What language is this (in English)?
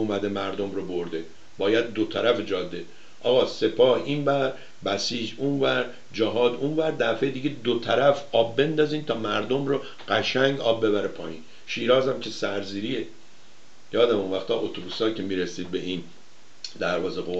Persian